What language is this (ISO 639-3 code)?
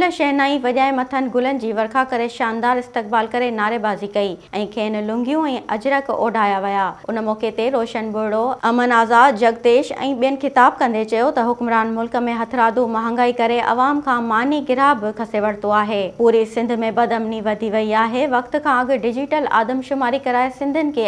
snd